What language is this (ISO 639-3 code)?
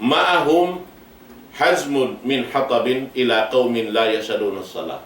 tsg